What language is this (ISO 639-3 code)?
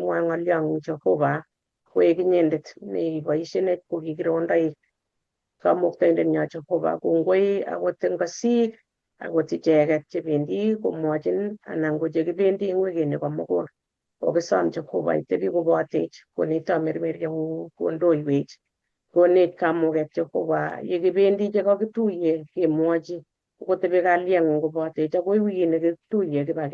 kln